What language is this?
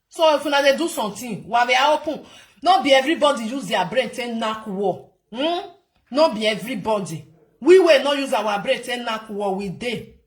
Nigerian Pidgin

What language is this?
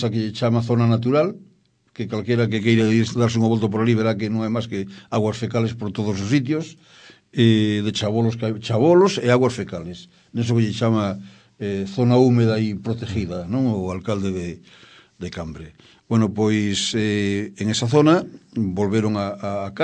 Galician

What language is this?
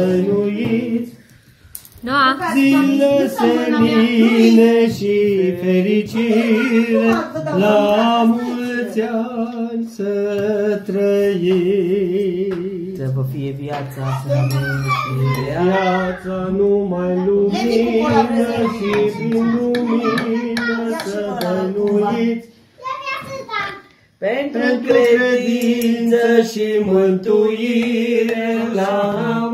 Romanian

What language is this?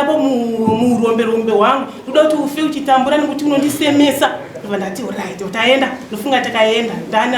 Shona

